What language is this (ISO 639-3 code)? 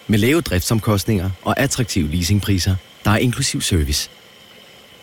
dan